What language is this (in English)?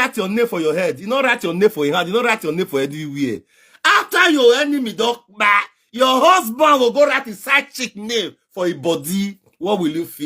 Nigerian Pidgin